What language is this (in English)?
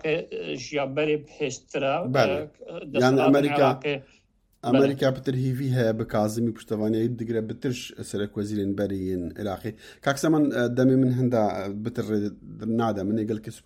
Kurdish